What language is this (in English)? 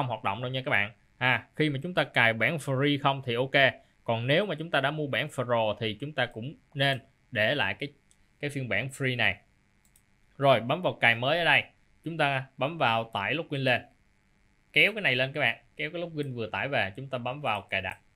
Vietnamese